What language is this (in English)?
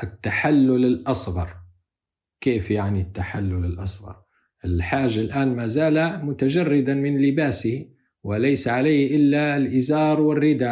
Arabic